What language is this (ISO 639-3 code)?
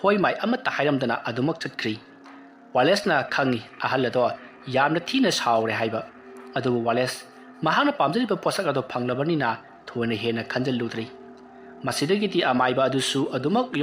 mni